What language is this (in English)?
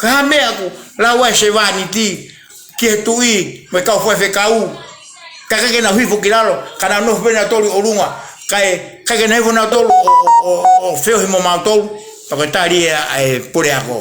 Tongan